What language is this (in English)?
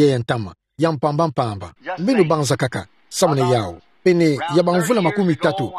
Kituba (Democratic Republic of Congo)